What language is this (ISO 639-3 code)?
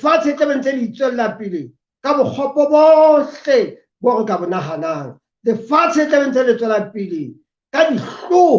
sot